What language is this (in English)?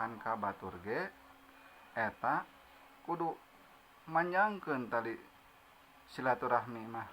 Sundanese